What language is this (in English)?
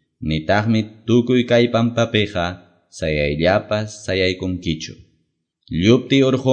Quechua